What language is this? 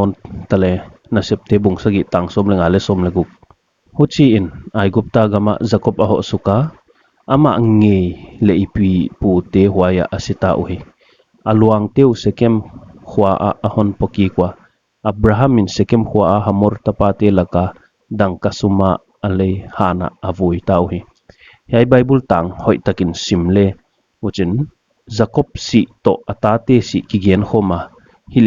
Paite Chin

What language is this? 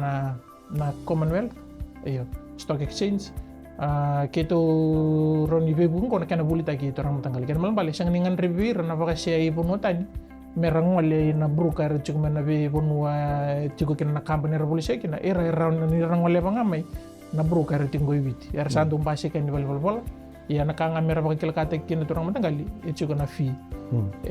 Fijian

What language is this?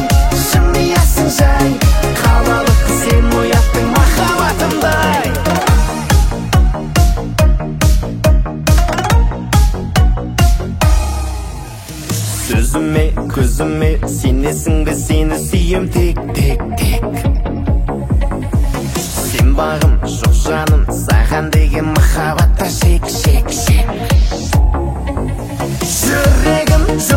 Kazakh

